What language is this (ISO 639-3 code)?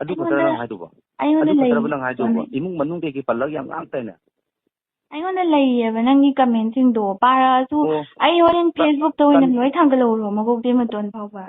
mni